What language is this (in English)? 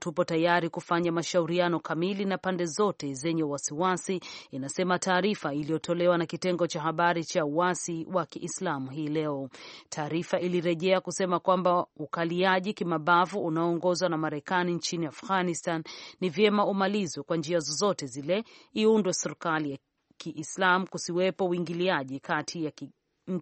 Swahili